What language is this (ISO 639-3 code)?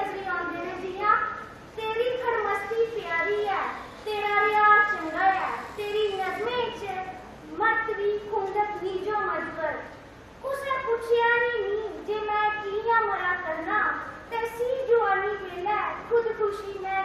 doi